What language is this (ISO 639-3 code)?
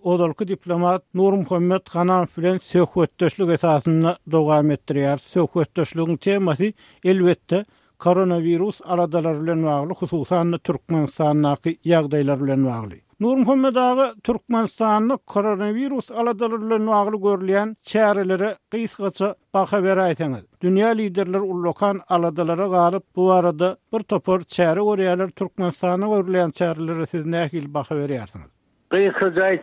tuk